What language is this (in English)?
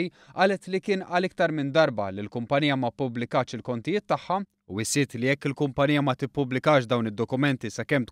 Maltese